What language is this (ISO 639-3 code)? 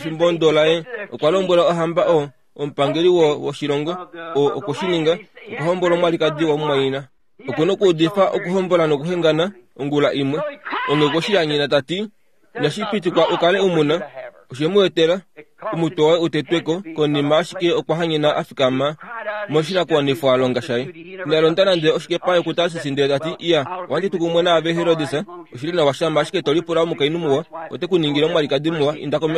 kua